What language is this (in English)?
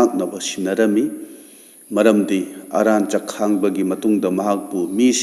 Manipuri